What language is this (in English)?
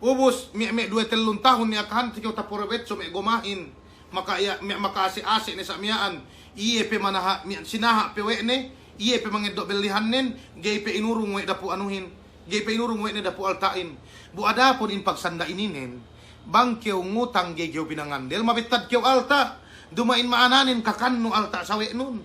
Yakan